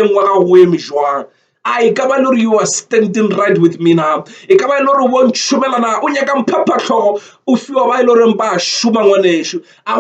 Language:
Northern Sotho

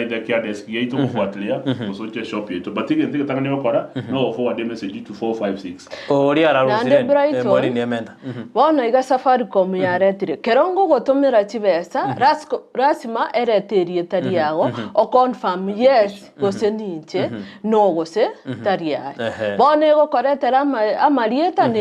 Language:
Gusii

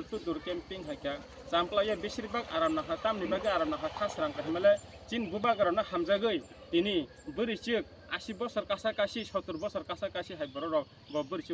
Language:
Kok Borok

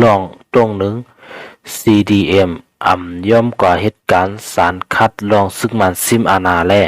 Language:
Shan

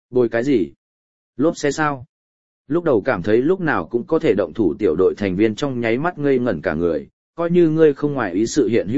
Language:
Vietnamese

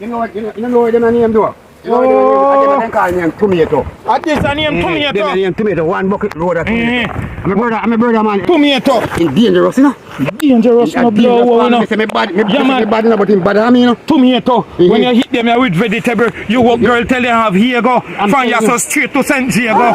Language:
Jamaican Creole English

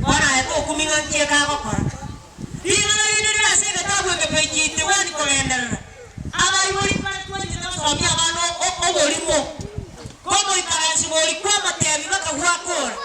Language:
Gusii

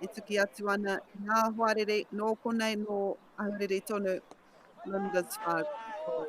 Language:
Māori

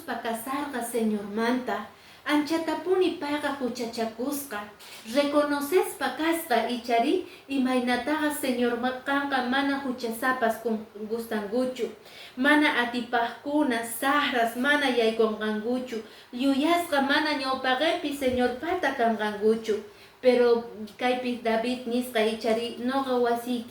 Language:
Quechua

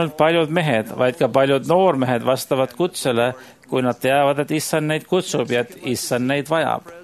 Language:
Estonian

